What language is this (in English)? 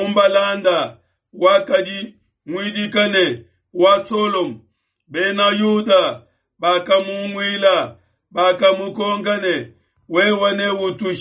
Luba-Lulua